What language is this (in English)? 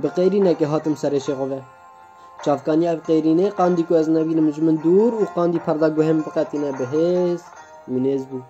Kurdish